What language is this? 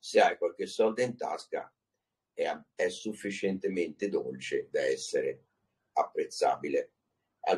Italian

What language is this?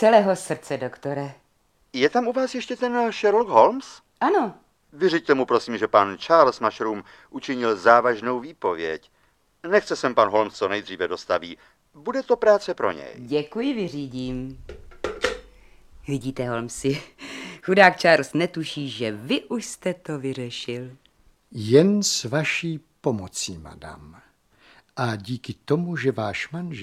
Czech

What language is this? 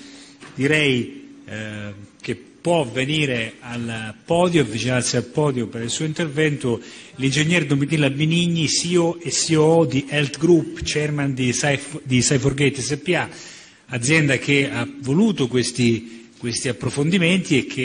Italian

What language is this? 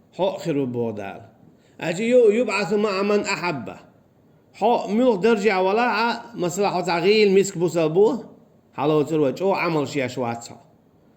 Chechen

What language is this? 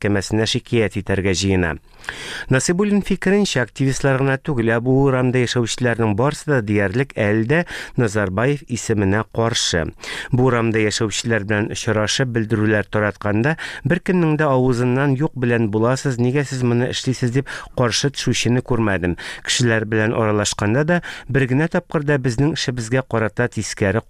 Tatar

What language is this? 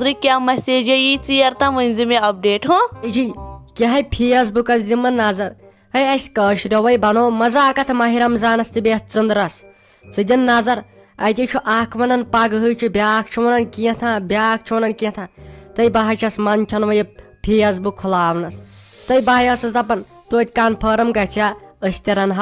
Kashmiri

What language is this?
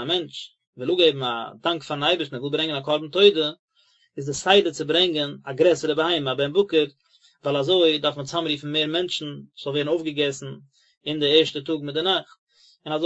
Yiddish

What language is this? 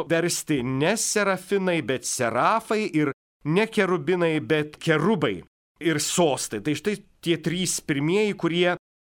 Lithuanian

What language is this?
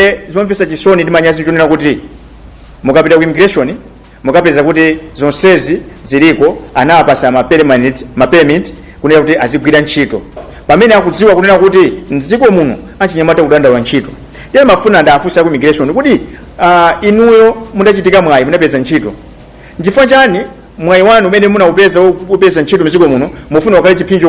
Nyanja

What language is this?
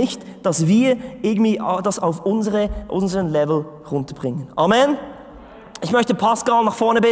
Swiss German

